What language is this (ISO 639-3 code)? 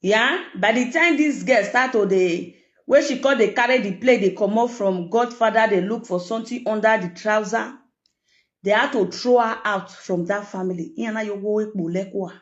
pcm